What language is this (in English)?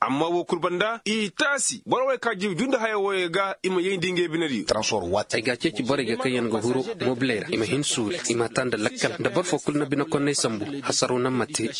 Koyraboro Senni